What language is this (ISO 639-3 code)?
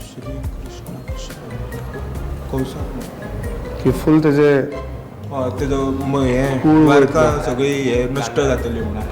kok